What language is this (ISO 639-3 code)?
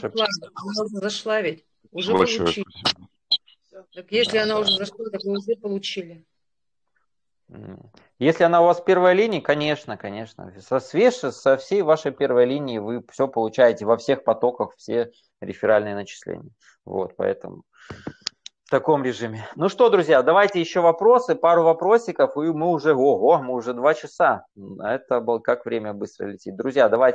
rus